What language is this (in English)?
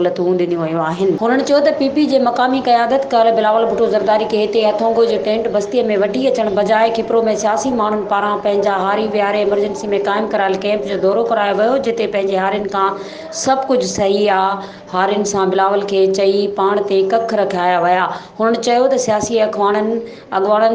Sindhi